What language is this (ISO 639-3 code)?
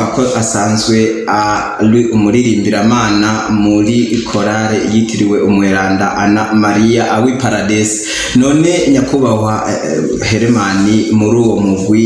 run